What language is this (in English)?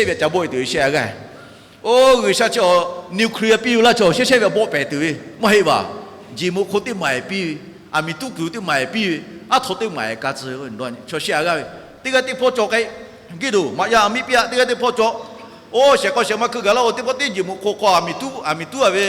Lahu